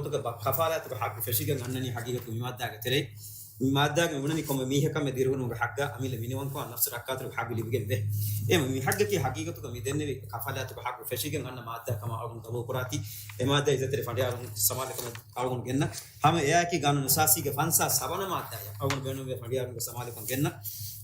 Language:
Divehi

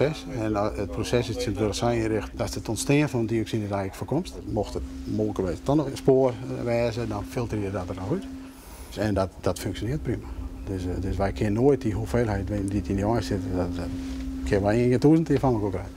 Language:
Western Frisian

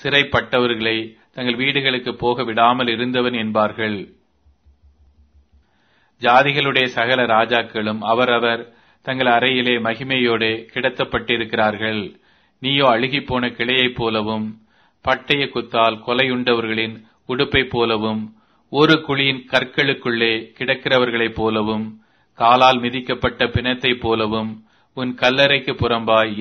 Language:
Tamil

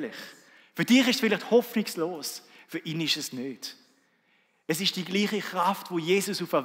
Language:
Swiss German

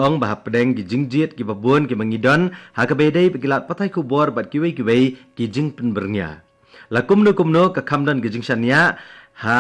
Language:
Khasi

